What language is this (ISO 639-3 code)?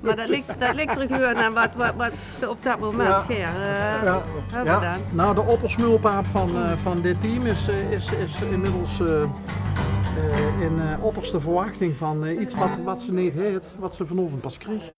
lim